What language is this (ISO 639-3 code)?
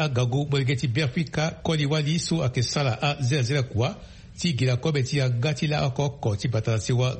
sag